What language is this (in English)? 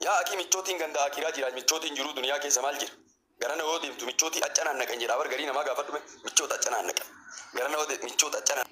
Oromo